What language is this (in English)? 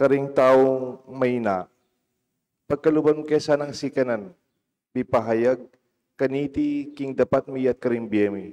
Pampanga